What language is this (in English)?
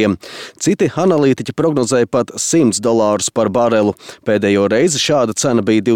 Latvian